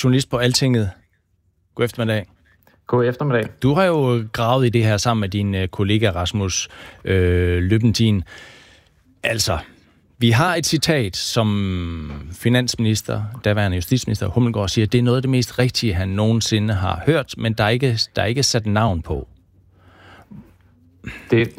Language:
Danish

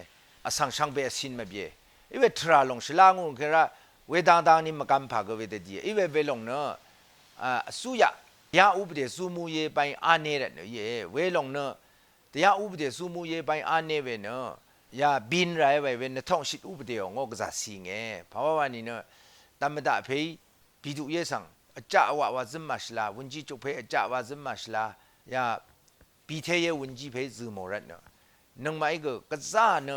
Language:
Rawang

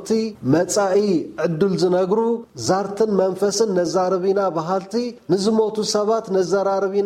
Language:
Tigrinya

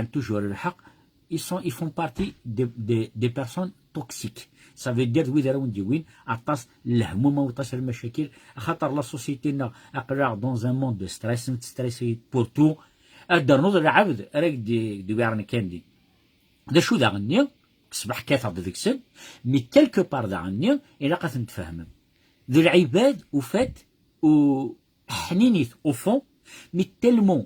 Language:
Kabyle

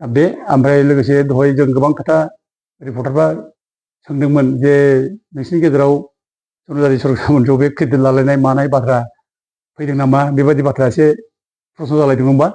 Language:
Bodo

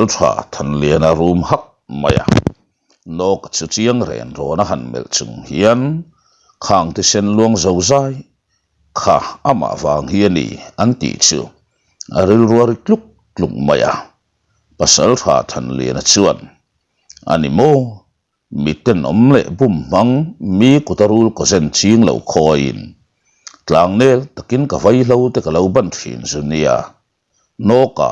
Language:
Mizo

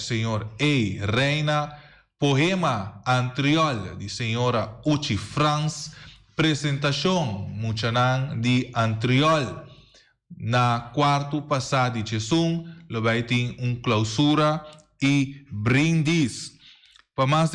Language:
Papiamento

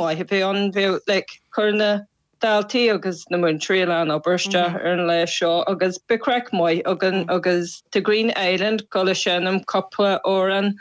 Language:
Irish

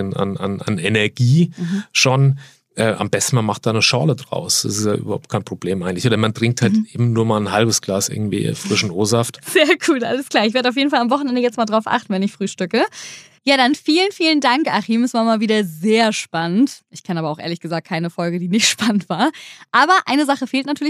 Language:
German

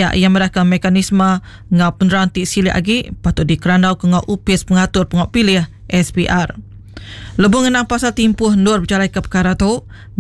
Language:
Iban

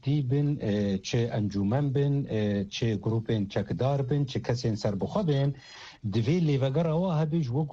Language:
Kurdish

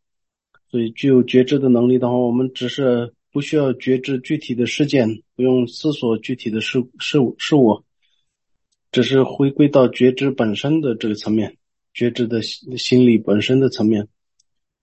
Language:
Chinese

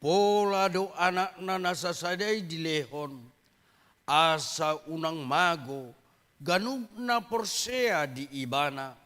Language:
Batak Toba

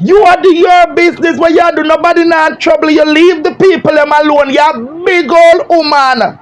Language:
Jamaican Creole English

